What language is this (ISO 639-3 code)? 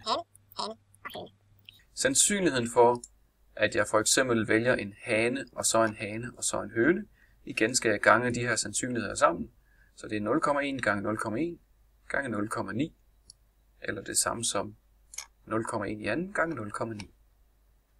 dan